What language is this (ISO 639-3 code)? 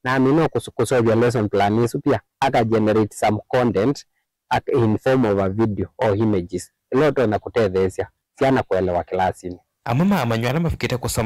kam